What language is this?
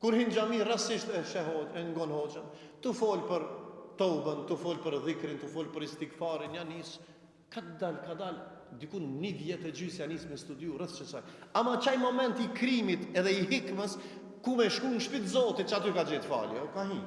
Albanian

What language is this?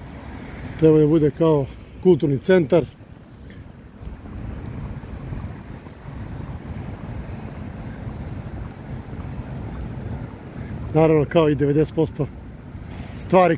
Serbian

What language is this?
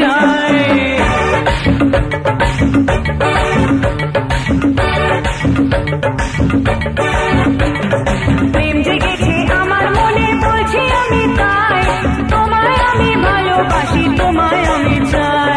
Bangla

